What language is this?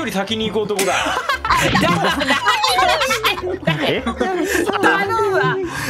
Japanese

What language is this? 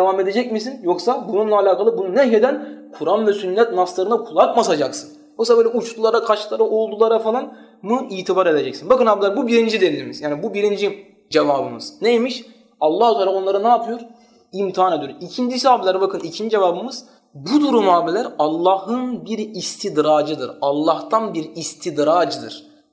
Turkish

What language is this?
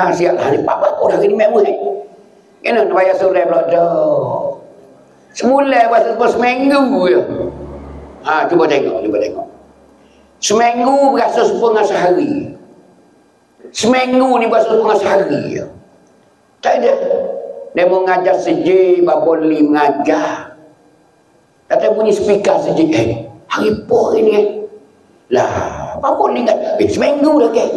Pattani Malay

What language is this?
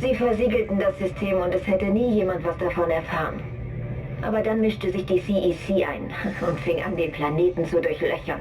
Bavarian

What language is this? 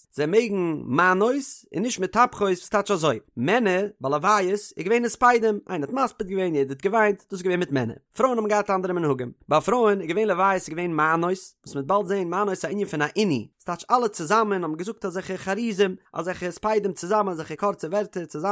Yiddish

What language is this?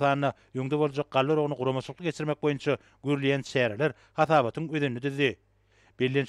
Turkmen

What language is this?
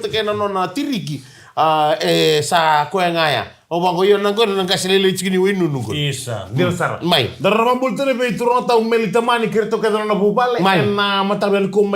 Fijian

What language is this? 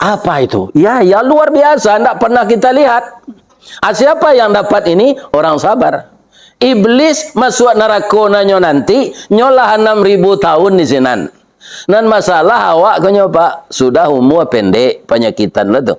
Minangkabau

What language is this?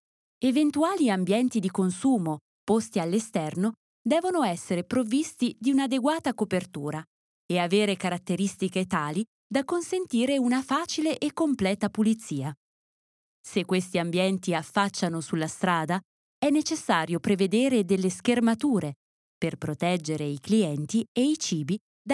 Italian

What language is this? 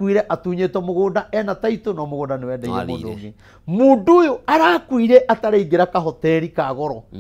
Kikuyu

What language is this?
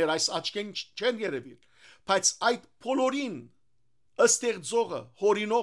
Western Armenian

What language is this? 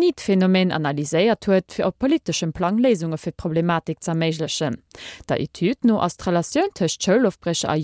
Luxembourgish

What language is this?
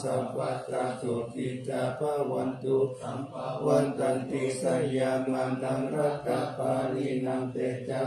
Pali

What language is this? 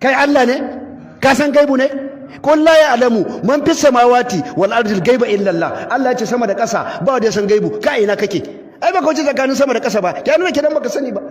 Hausa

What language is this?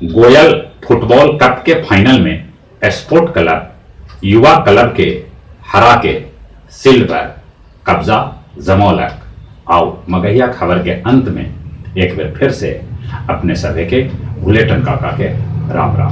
Magahi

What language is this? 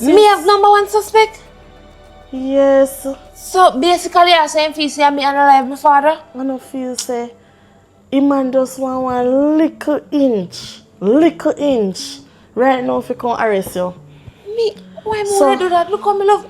Jamaican Creole English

